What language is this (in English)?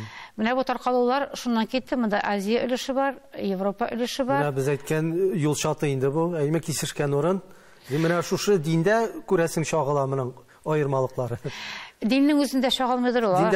Tatar